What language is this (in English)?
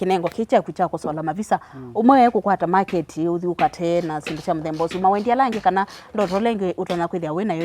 Kamba